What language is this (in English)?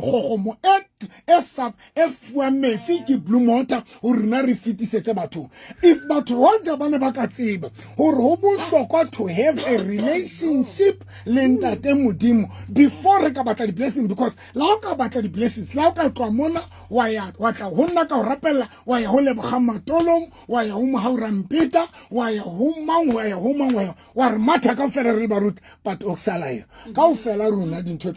Southern Sotho